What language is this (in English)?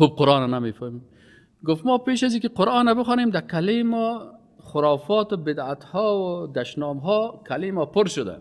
Persian